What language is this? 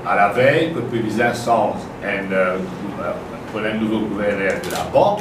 Morisyen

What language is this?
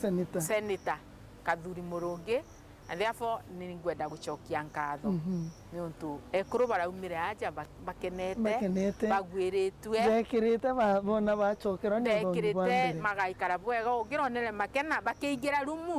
Meru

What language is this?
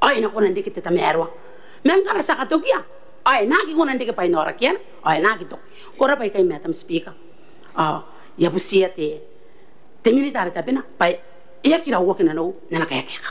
Gilbertese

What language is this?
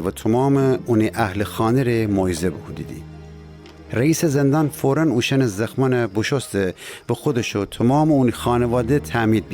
Gilaki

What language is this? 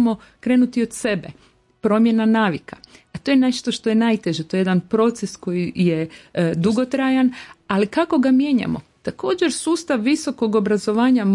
Croatian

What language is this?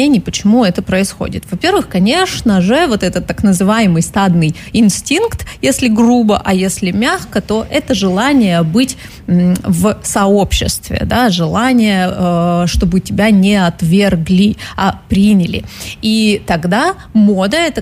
Russian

